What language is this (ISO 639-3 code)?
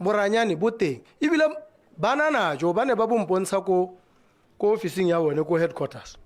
tsn